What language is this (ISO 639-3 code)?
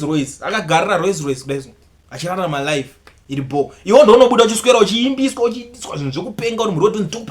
sna